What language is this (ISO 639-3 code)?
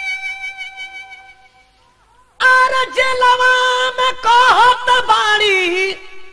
bho